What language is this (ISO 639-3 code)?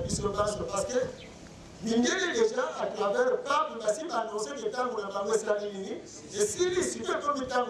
lin